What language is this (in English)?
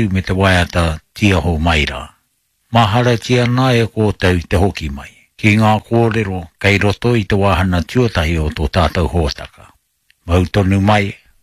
Māori